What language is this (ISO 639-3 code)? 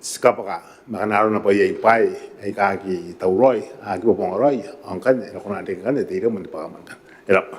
gil